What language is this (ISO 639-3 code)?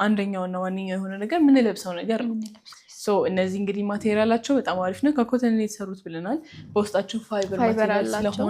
amh